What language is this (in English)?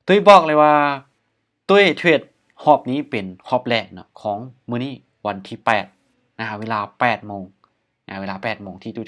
Lao